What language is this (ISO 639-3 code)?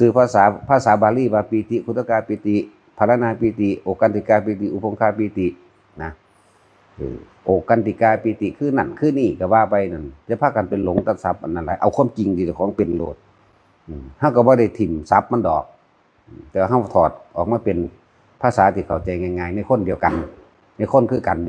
tts